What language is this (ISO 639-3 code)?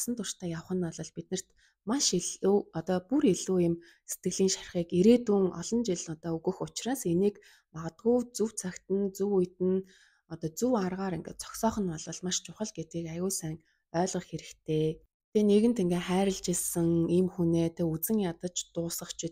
mon